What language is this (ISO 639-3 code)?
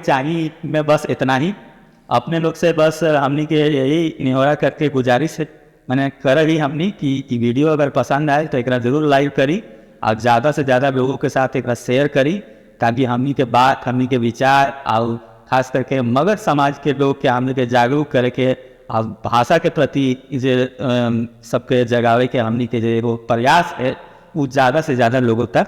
mag